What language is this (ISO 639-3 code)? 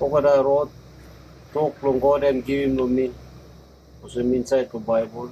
tpi